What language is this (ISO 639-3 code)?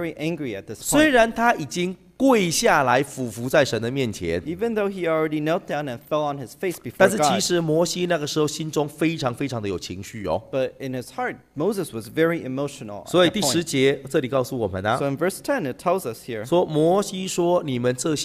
zho